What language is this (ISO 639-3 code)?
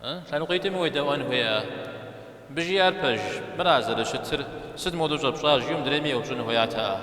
kbd